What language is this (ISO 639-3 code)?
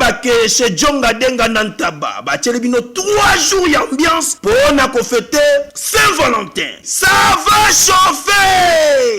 lin